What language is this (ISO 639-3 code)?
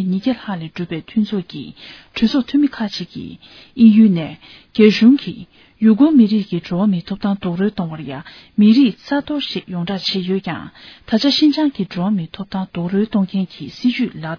bod